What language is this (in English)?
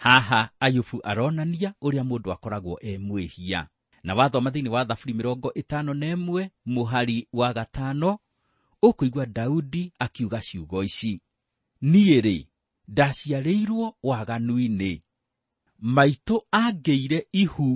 Kikuyu